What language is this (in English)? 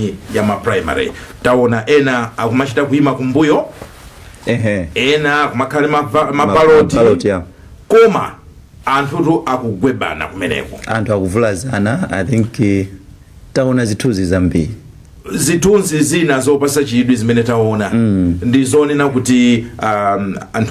Nyanja